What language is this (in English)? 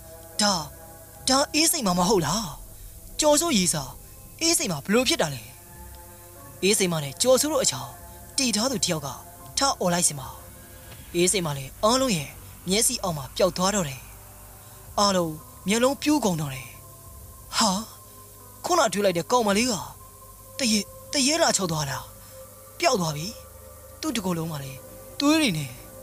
Burmese